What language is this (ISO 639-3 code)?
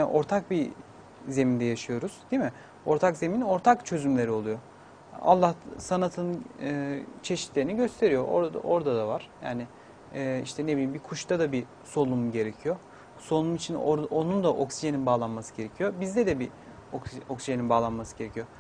tur